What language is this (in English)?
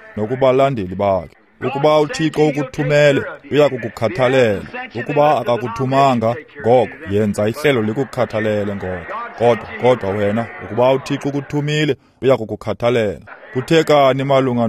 Xhosa